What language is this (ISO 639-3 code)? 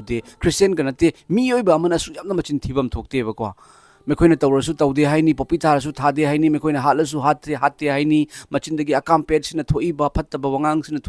mni